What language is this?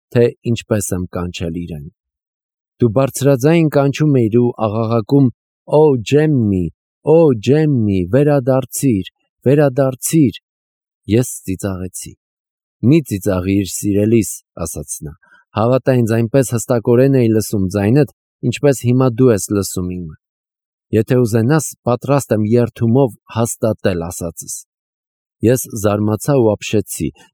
Armenian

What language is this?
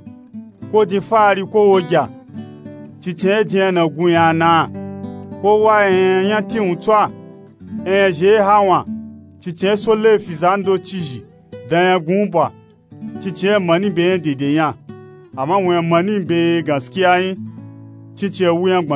Nupe-Nupe-Tako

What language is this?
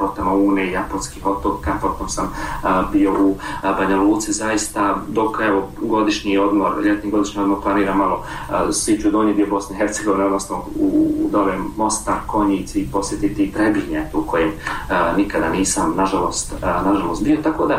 Bosnian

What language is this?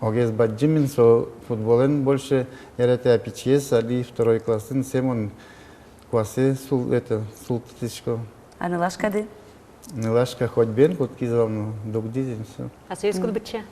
Udmurt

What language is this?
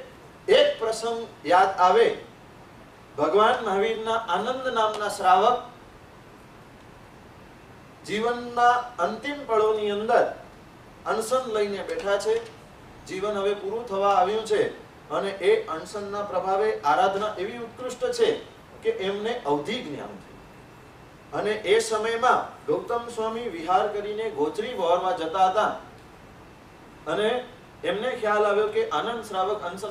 Gujarati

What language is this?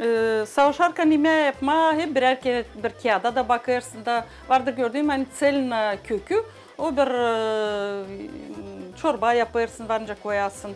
Gagauz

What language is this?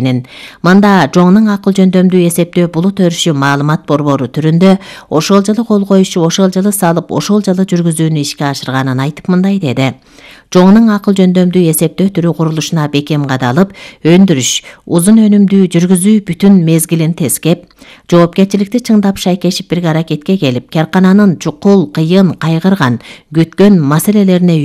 Kyrgyz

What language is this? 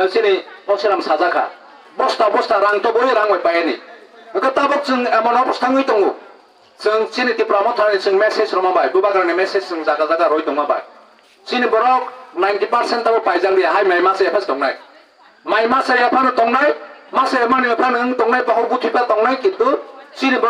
Kok Borok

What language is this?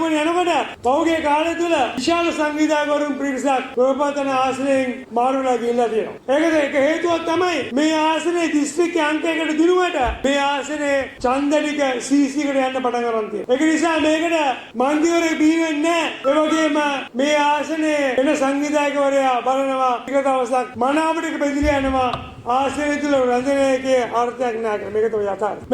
Sinhala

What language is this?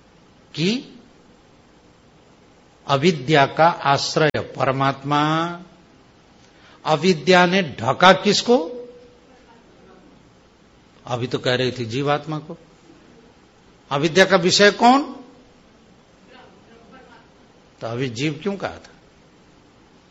Hindi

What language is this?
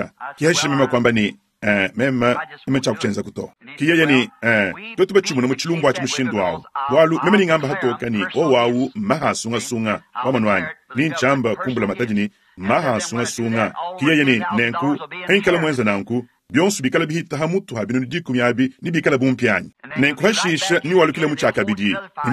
Luba-Lulua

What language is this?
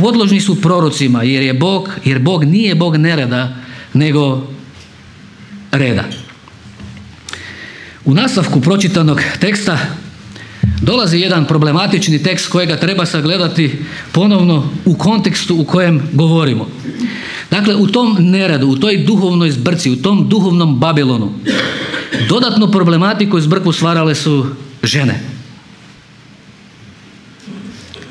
Croatian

